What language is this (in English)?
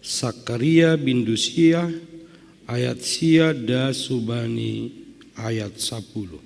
Batak Simalungun